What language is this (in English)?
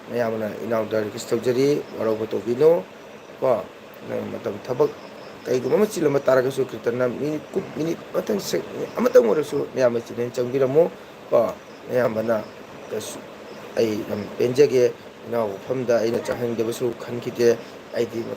Manipuri